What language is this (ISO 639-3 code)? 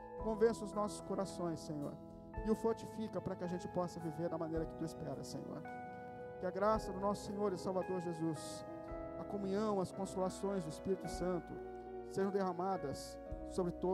por